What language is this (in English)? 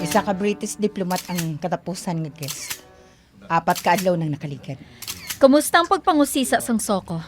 Hiligaynon